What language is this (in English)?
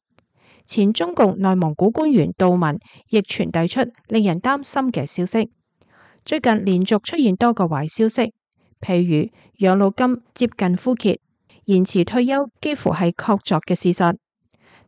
Cantonese